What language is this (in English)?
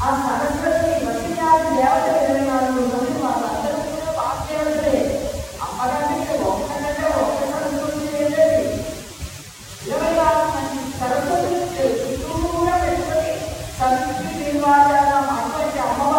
Telugu